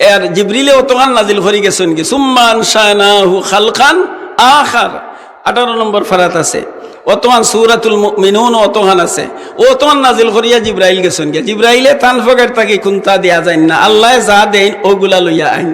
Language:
Sylheti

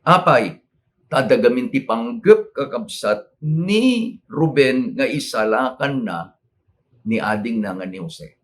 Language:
Iloko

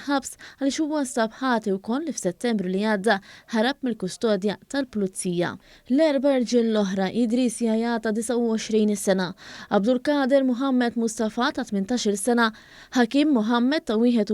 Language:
Maltese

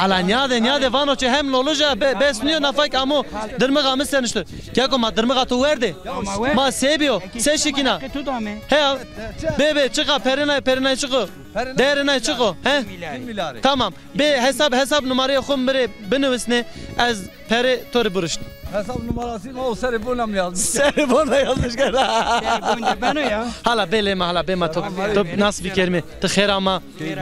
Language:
Zaza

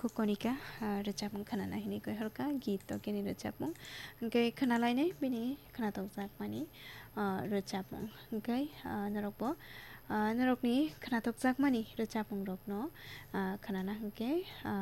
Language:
Kok Borok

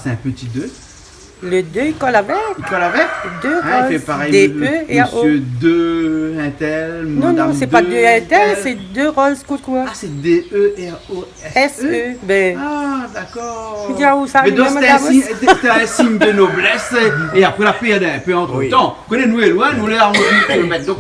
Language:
Réunion Creole French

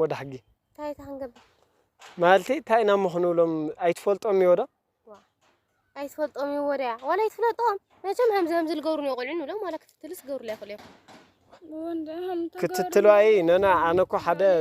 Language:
Tigrinya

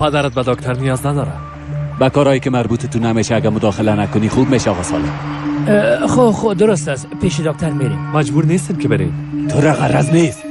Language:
Persian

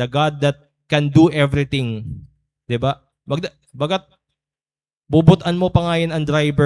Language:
Waray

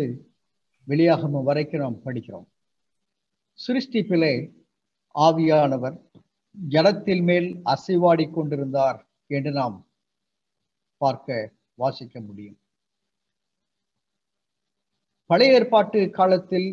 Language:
Tamil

